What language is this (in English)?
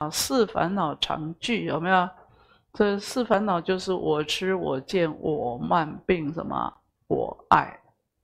Chinese